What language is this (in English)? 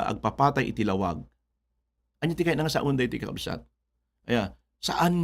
Iloko